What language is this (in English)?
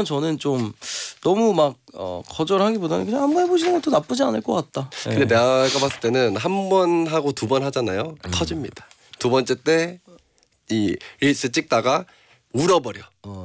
Korean